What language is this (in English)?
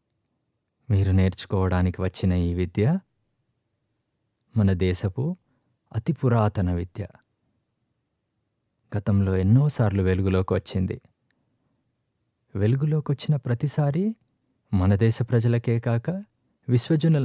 Telugu